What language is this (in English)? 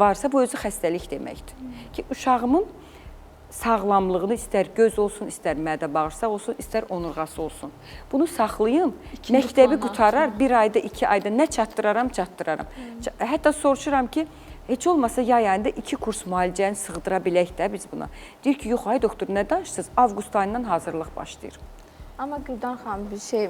Azerbaijani